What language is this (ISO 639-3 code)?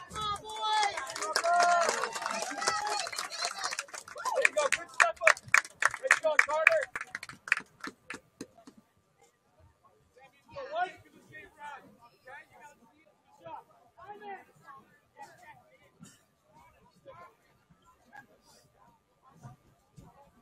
eng